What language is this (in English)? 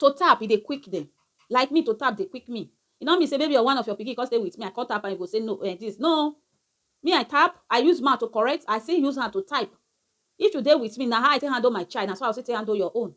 Nigerian Pidgin